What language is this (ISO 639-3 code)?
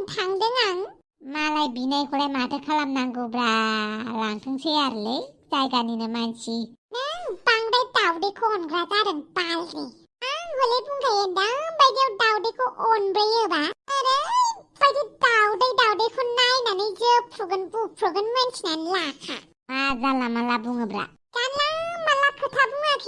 brx